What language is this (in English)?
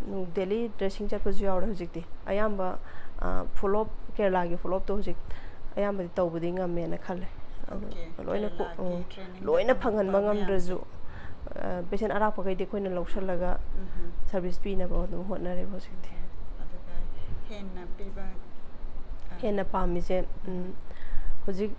Manipuri